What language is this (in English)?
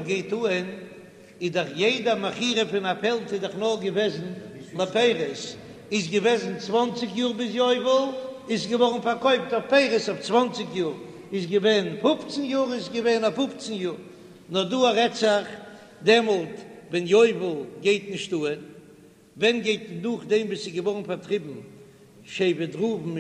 Yiddish